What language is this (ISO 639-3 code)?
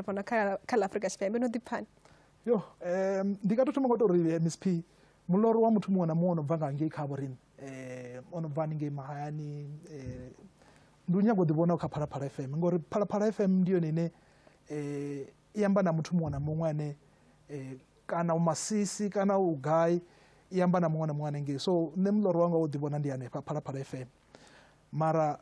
ven